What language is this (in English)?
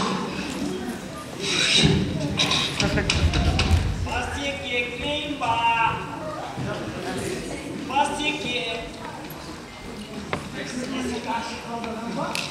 Kazakh